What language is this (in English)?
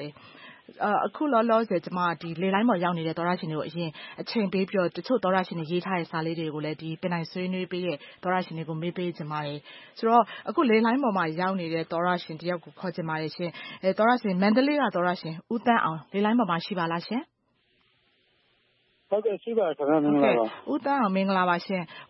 Burmese